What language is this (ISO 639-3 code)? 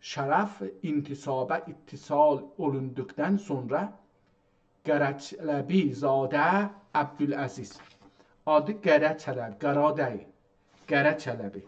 azb